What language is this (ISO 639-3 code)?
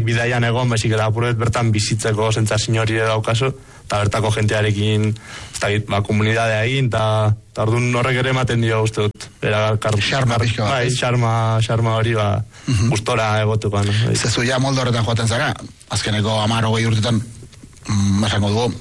eus